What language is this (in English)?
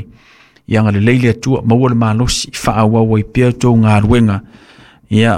Samoan